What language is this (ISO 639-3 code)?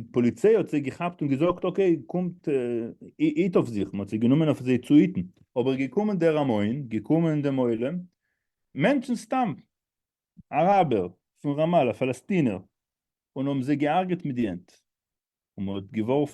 yid